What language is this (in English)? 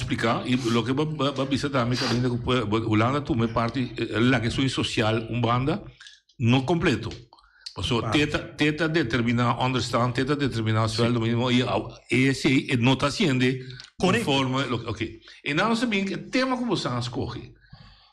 Papiamento